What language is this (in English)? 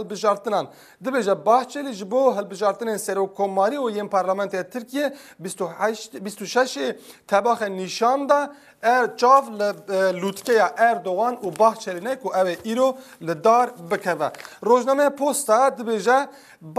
Kurdish